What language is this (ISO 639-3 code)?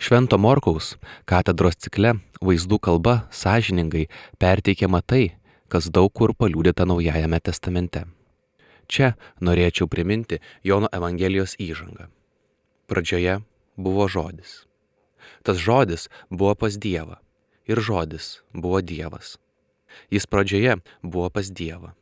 lit